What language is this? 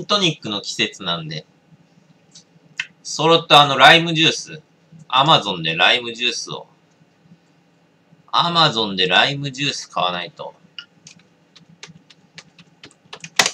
Japanese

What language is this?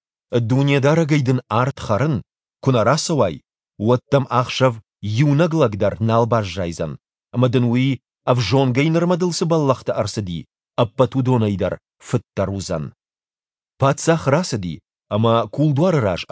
Ossetic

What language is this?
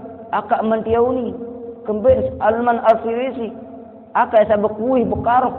Sasak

